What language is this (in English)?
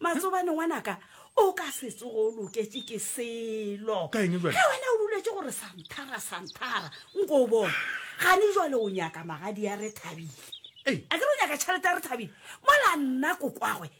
Northern Sotho